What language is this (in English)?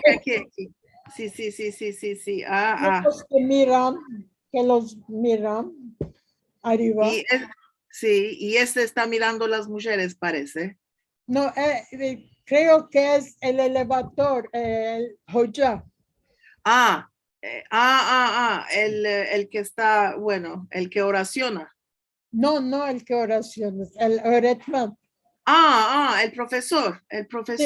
Ladino